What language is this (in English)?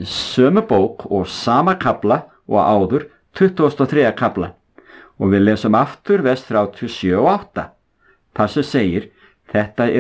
Icelandic